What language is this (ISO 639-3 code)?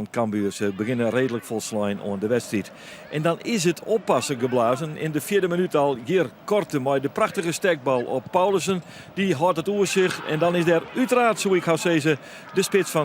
fry